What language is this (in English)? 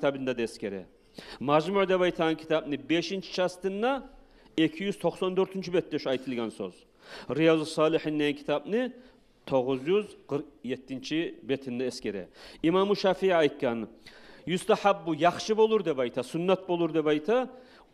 Kumyk